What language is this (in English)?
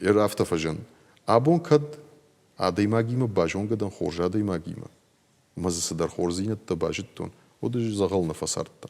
Ossetic